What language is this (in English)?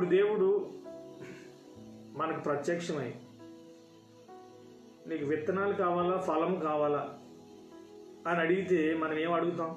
Telugu